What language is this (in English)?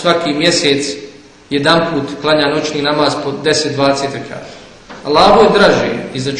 Bosnian